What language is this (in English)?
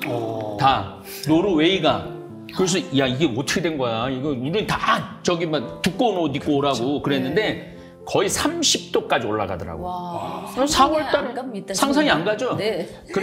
Korean